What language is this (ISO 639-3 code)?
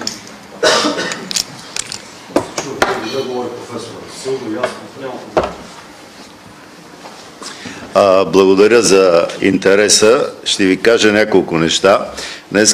bul